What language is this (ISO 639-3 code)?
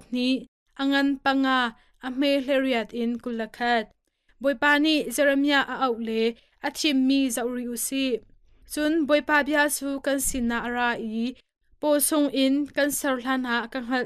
cnh